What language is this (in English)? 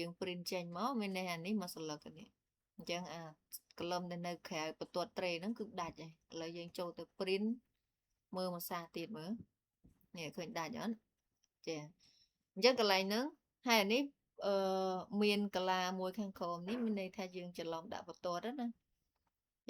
Khmer